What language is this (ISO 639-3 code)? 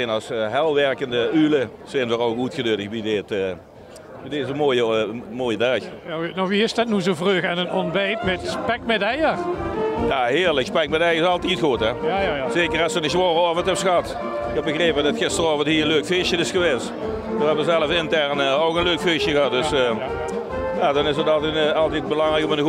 lim